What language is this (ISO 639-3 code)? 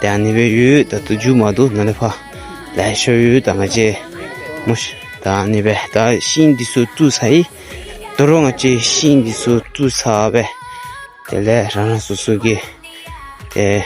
dzo